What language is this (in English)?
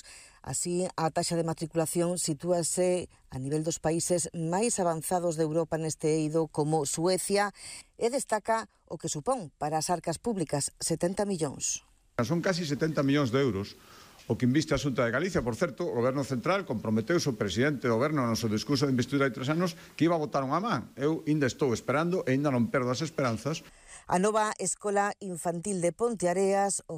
Galician